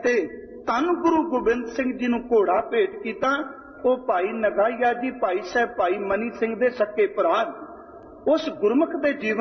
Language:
Punjabi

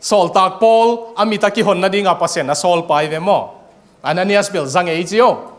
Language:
Tedim Chin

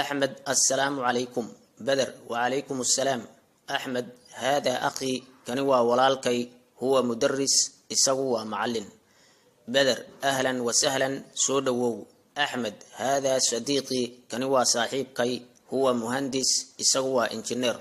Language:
Somali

